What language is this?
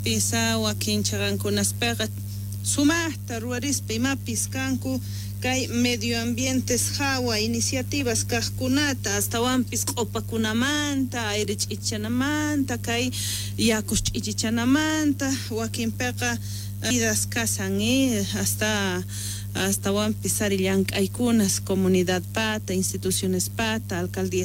Quechua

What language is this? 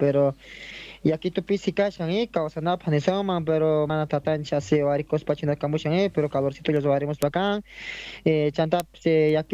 Quechua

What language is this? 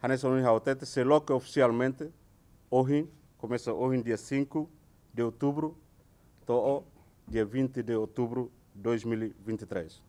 Tetum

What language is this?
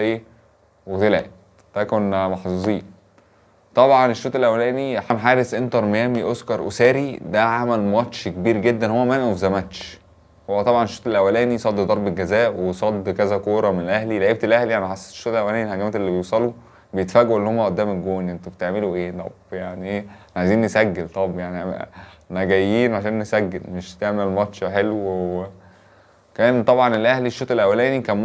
Egyptian Arabic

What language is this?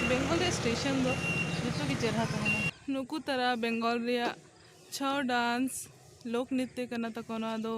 Santali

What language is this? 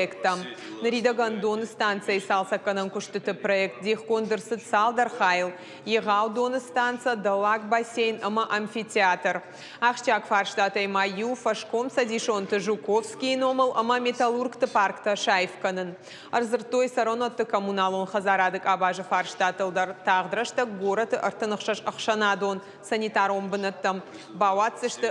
Ossetic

